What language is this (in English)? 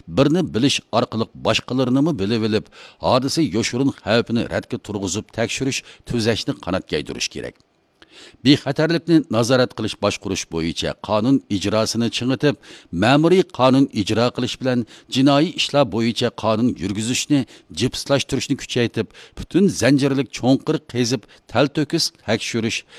Uyghur